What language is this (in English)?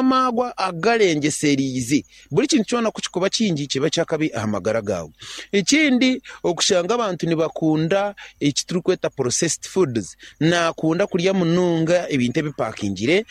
Nyankole